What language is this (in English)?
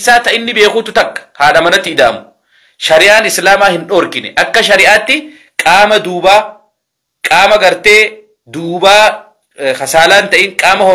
Oromo